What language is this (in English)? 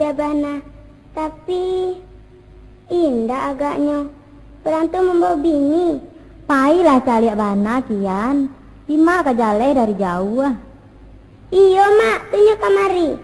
Minangkabau